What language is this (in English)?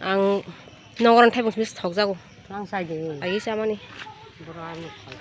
Kok Borok